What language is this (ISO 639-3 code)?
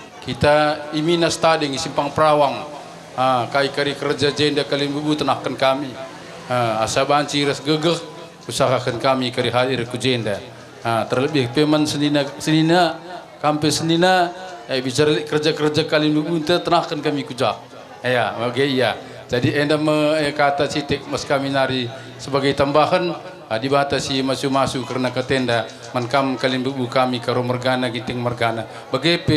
btx